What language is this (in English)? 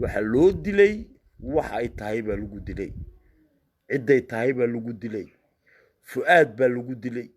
Somali